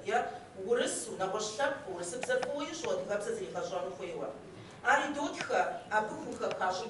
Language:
Kabardian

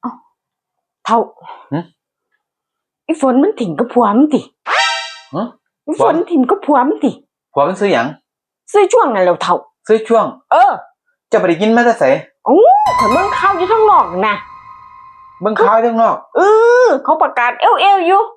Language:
Lao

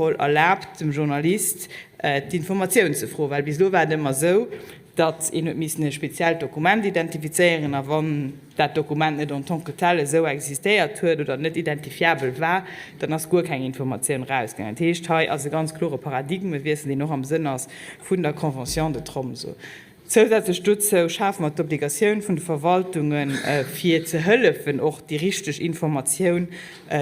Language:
Luxembourgish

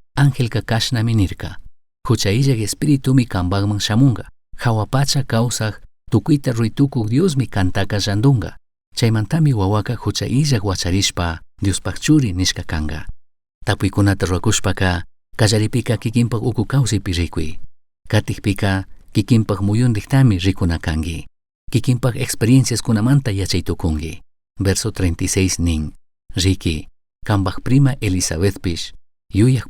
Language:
Chimborazo Highland Quichua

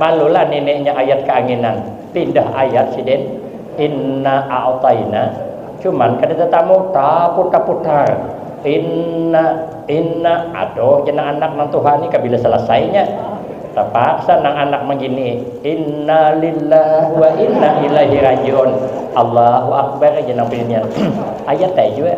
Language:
Banjar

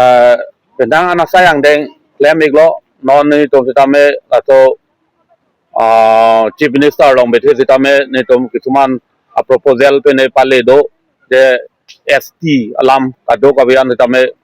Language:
Karbi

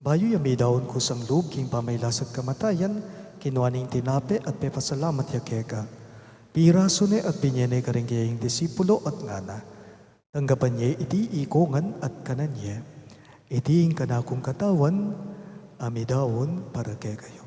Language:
Pampanga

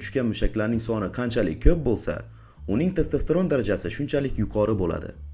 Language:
Uzbek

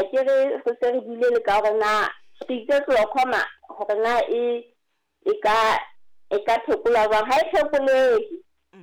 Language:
Southern Sotho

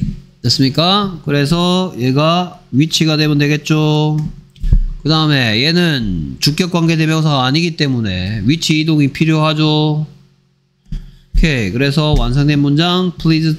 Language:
Korean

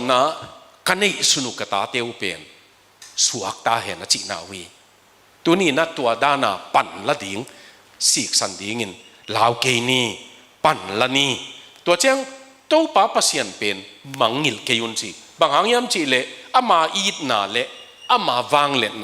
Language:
Tedim Chin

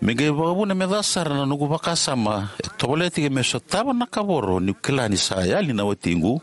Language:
Fijian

